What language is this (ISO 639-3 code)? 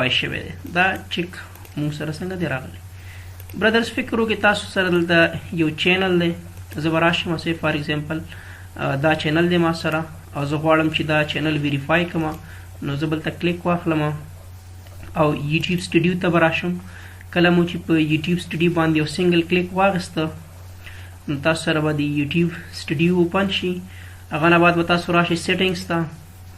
pus